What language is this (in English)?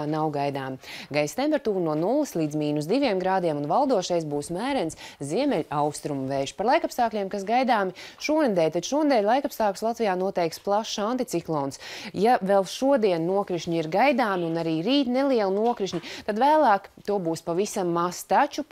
Latvian